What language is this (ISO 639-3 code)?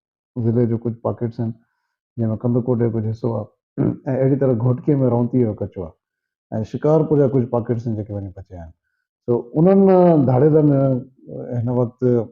snd